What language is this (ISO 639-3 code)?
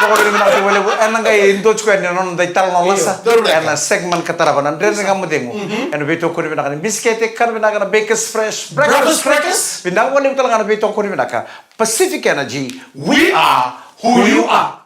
fij